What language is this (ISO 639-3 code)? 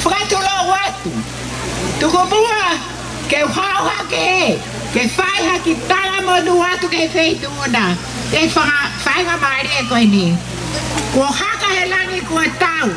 ton